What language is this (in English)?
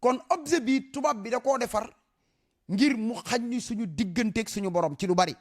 Wolof